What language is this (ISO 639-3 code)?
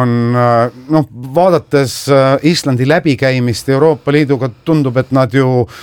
est